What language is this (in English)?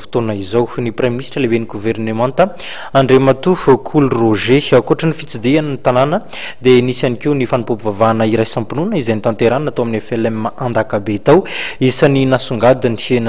Malagasy